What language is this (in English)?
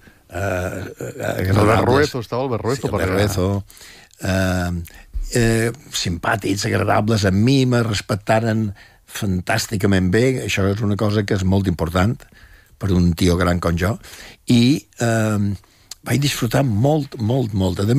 Catalan